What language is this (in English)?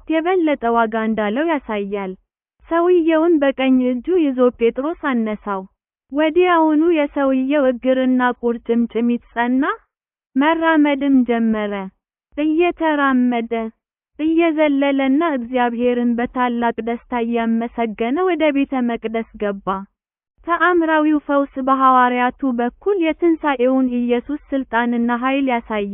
Amharic